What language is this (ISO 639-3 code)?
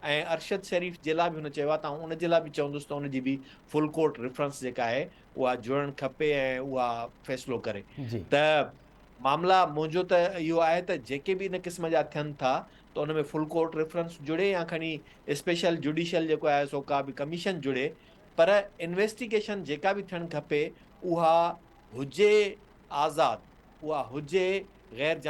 snd